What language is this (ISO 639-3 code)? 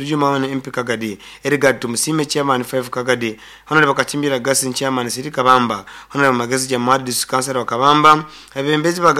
nyn